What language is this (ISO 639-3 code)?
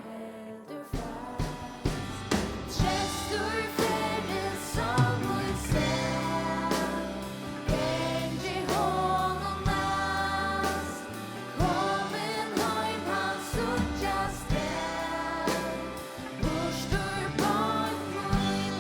fao